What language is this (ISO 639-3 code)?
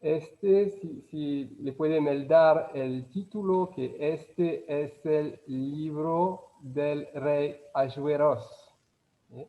lad